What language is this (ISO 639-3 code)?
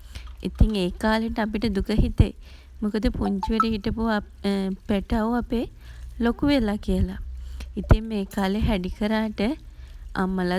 sin